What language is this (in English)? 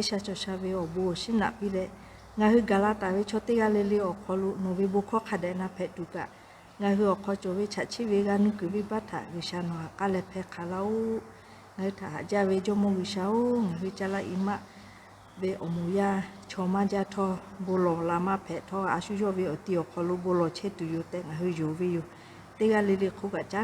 Lahu